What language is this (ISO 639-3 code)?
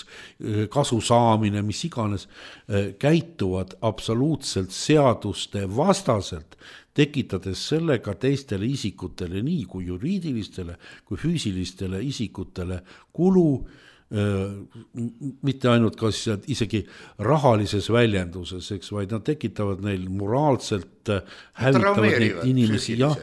est